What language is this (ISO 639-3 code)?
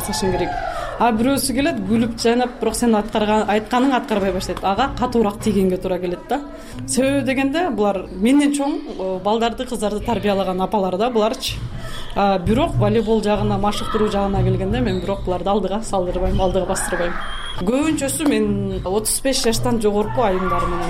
kir